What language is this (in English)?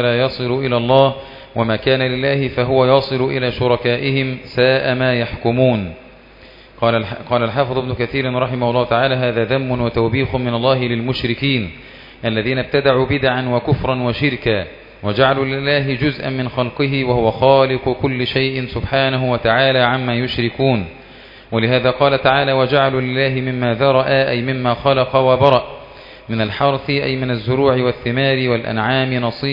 Arabic